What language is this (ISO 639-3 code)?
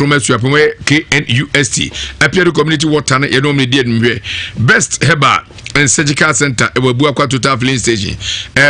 aka